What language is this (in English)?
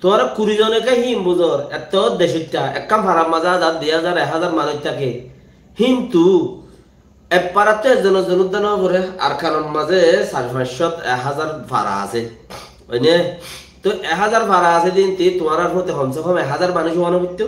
Rohingya